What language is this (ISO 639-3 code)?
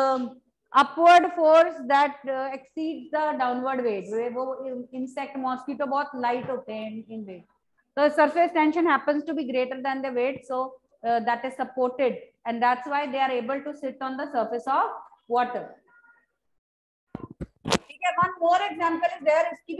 hin